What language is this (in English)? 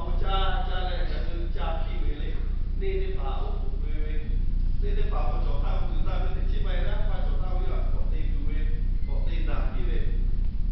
Lahu